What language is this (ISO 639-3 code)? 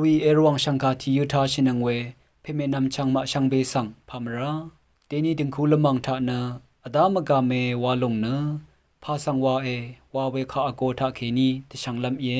raw